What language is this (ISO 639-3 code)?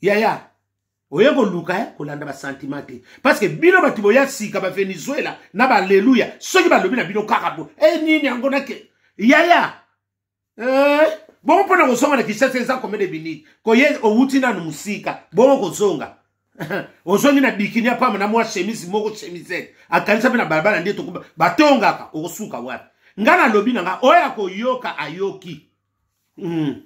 lin